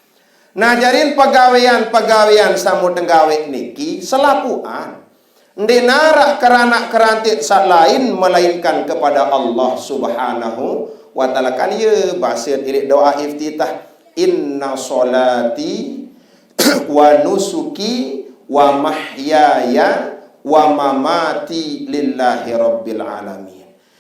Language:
Sasak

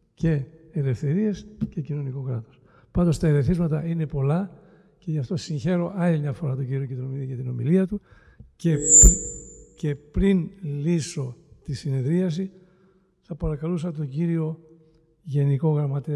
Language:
Greek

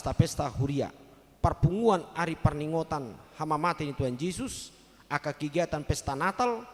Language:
Batak Toba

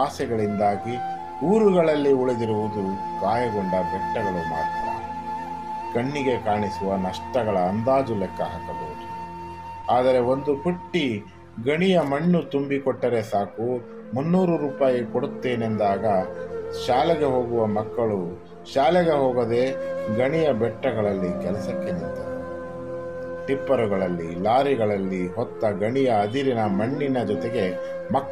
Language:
Kannada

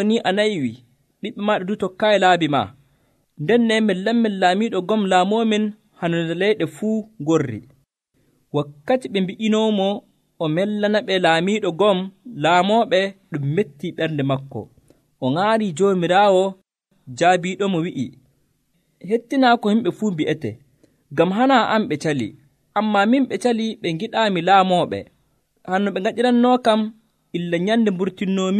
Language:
Nigerian Fulfulde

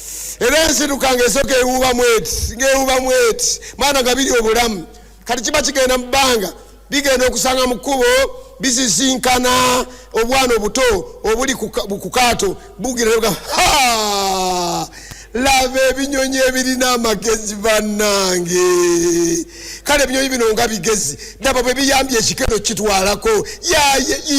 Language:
Ganda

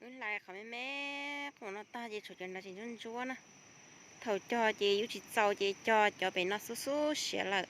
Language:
Hmong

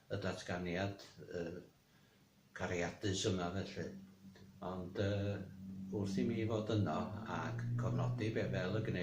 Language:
Welsh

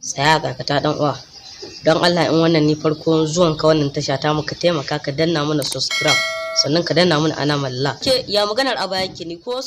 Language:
Hausa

